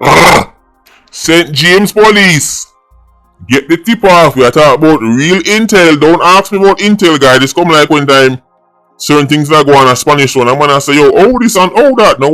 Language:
Jamaican Creole English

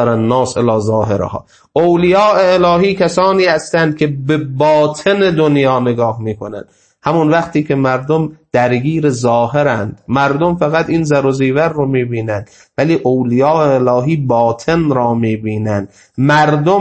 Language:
Persian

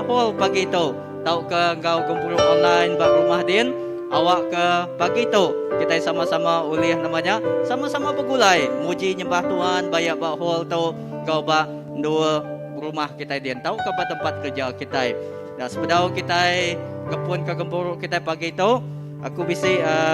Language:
Iban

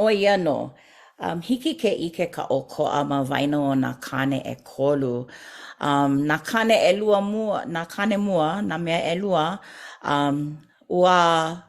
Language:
Hawaiian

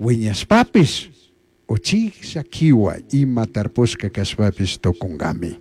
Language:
Chimborazo Highland Quichua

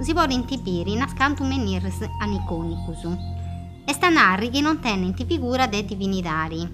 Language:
Sardinian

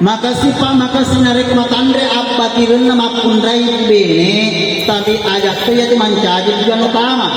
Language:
Buginese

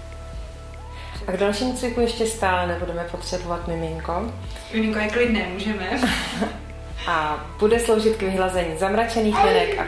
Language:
Czech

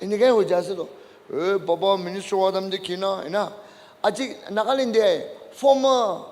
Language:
Naga Pidgin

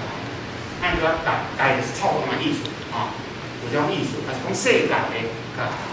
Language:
Min Nan Chinese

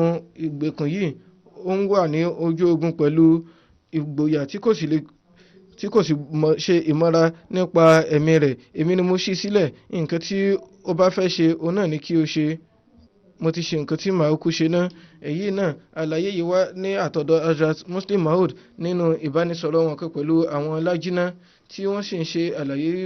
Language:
Yoruba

